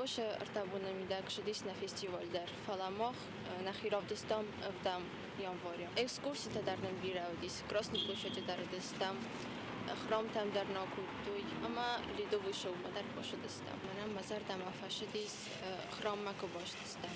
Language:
Ossetic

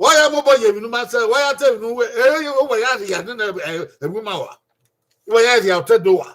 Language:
Bini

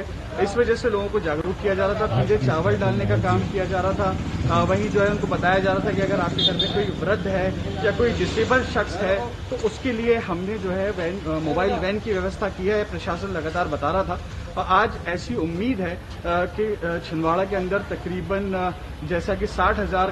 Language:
Hindi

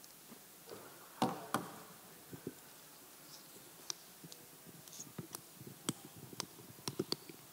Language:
Polish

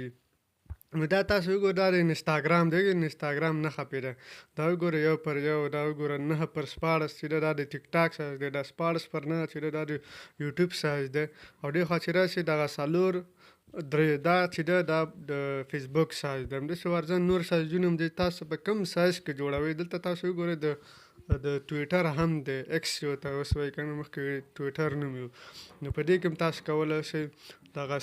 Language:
Pashto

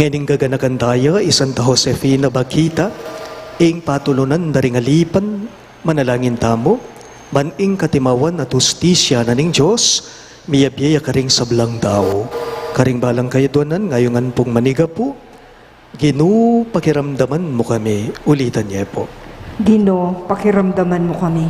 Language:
Pampanga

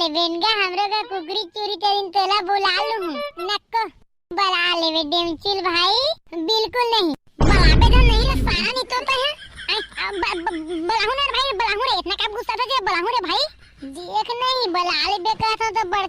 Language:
Chhattisgarhi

